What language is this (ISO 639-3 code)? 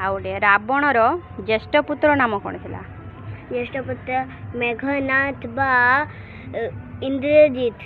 ori